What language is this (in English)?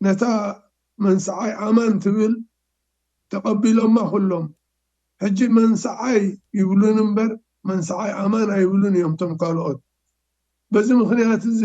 Tigrinya